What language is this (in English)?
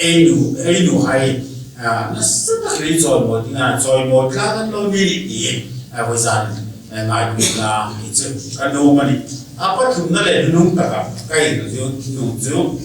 Hmar